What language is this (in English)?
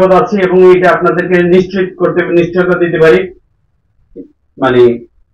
Bangla